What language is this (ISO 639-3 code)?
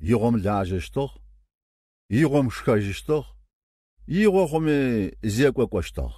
kbd